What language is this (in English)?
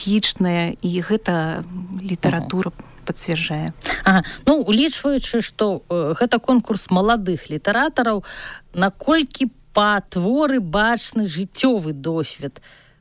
Belarusian